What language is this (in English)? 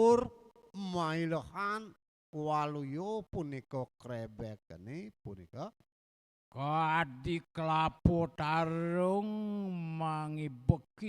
Balinese